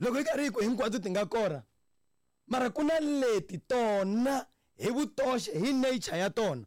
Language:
Tsonga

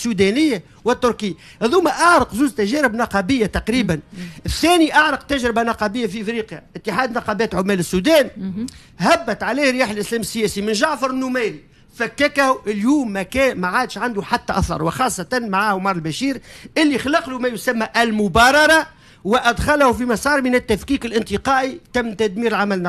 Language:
Tunisian Arabic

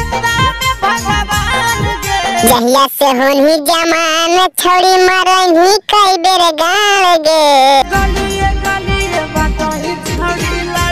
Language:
Magahi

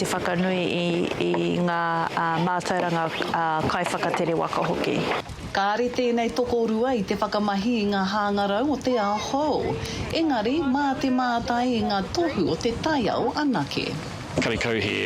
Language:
Māori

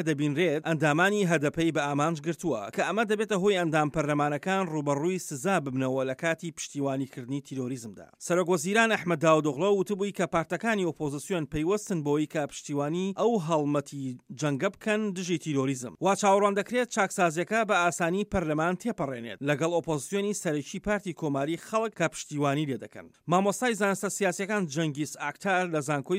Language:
Central Kurdish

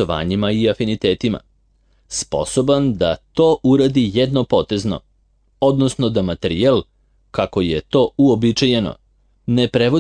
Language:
Serbian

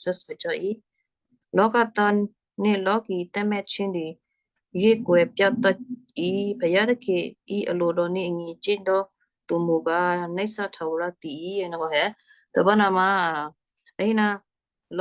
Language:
Western Kayah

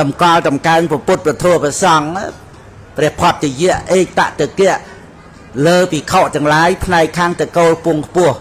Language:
Khmer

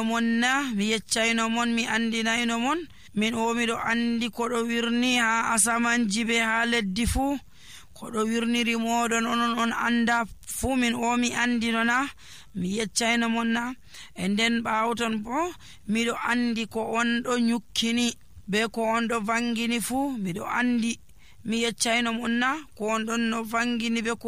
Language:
Nigerian Fulfulde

